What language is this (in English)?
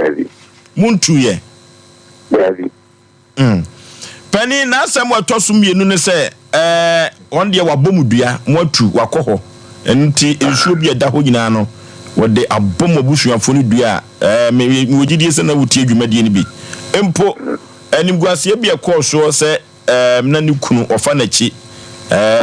Akan